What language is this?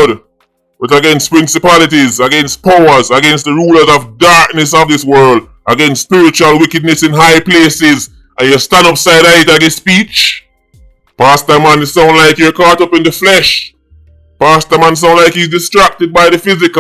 Jamaican Creole English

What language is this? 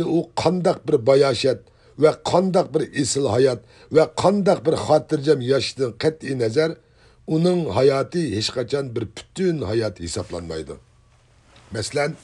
Uyghur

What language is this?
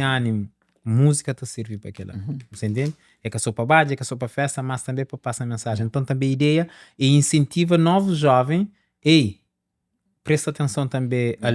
Kabuverdianu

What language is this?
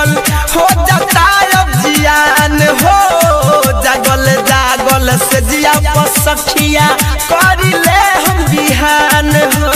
Bhojpuri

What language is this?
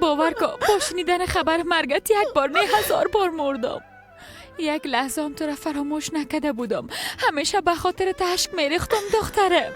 Persian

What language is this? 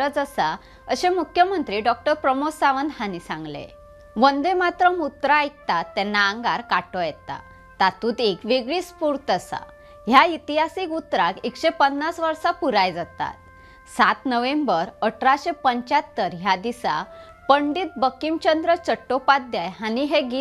Konkani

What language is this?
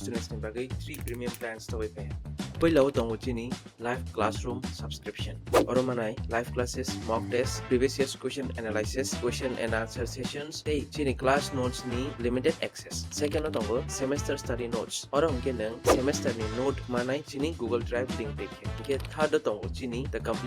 Kok Borok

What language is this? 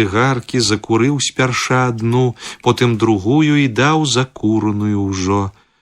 Belarusian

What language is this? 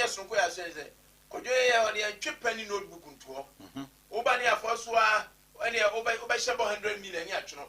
Akan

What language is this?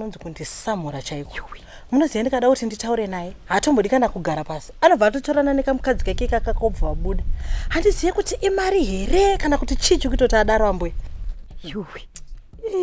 Shona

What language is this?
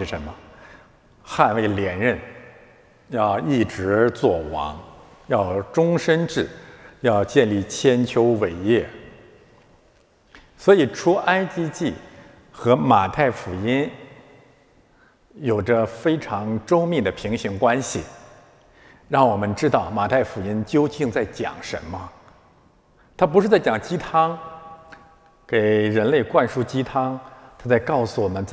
Chinese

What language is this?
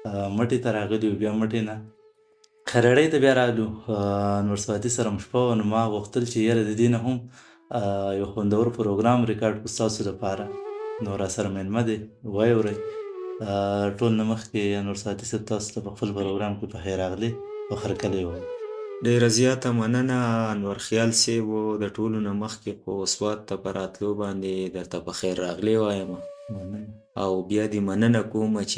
Pashto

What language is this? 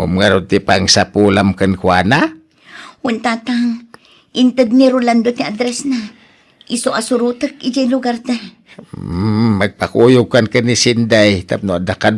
Iloko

